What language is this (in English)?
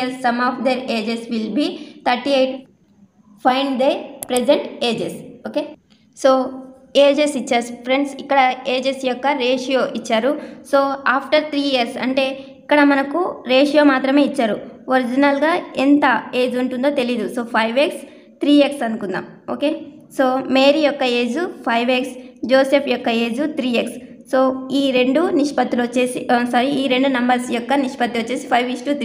Telugu